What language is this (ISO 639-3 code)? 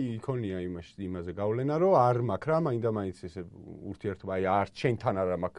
kat